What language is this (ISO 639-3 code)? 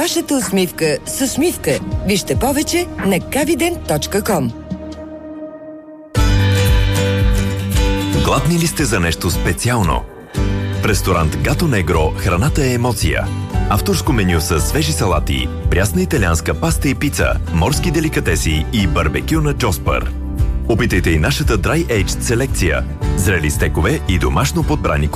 bul